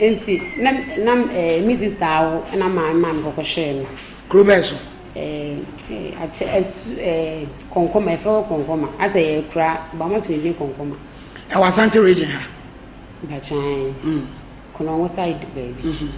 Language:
Akan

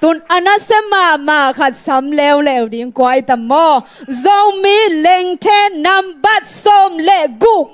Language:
Tedim Chin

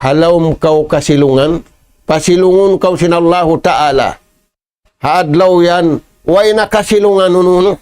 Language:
Tausug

